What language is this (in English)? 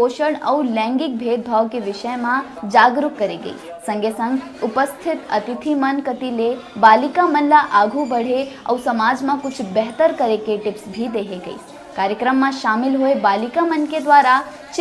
Chhattisgarhi